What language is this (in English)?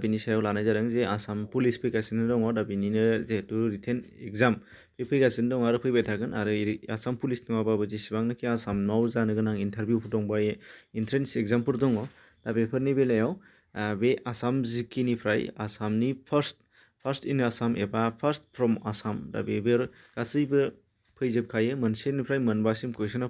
Bodo